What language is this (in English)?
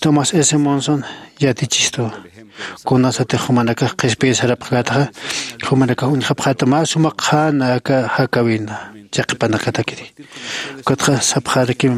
Aymara